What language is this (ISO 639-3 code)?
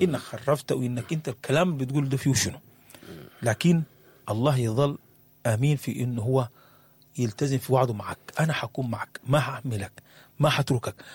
apd